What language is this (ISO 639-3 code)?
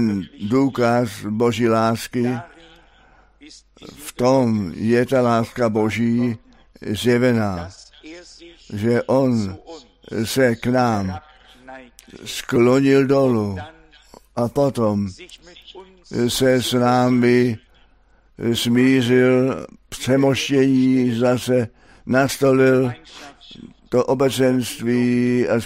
ces